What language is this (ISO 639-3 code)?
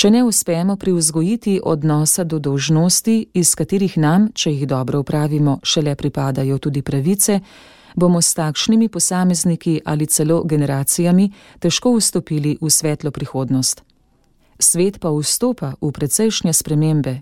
slv